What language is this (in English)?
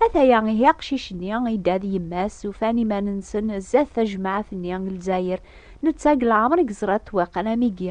Kabyle